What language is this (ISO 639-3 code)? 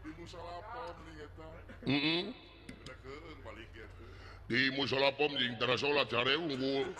sun